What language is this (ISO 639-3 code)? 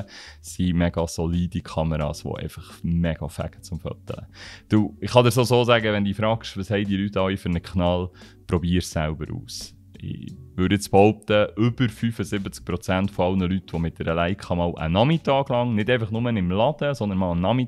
gsw